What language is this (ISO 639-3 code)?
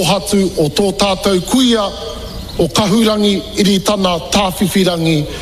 mri